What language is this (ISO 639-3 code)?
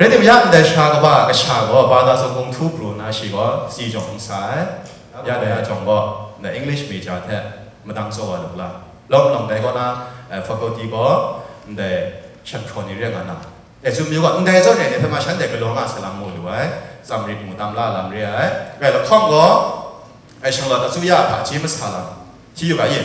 kac